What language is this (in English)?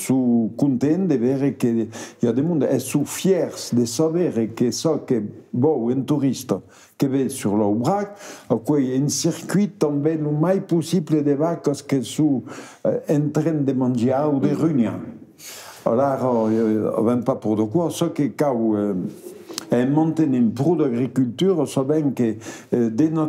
Occitan